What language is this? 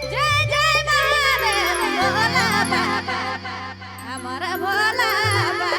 Sadri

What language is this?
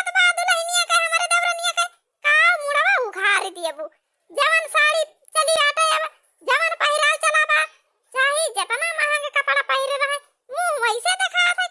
Awadhi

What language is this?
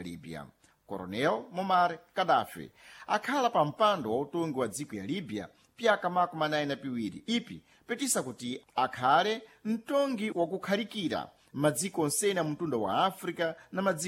Sena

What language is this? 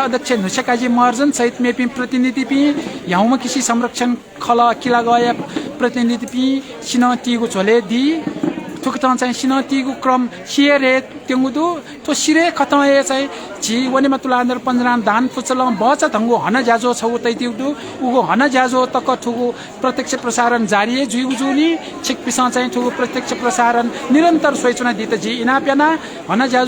Newari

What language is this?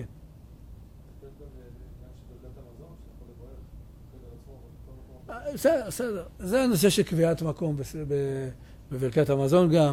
Hebrew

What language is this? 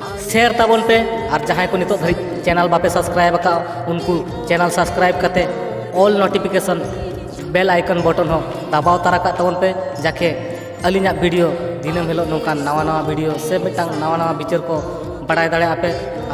Santali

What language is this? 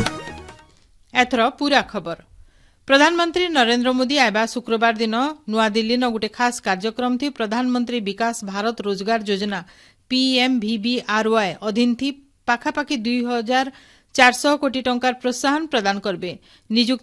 Odia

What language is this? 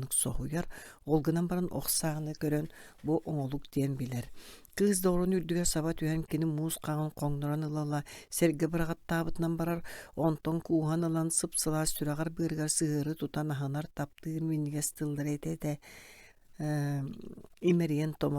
Yakut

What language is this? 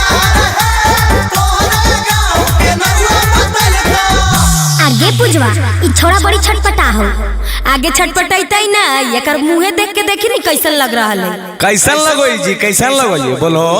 Magahi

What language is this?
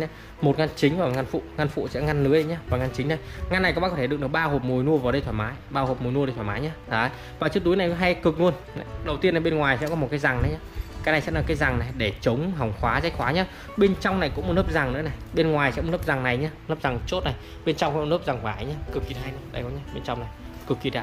Vietnamese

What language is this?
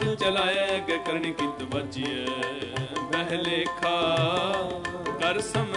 Punjabi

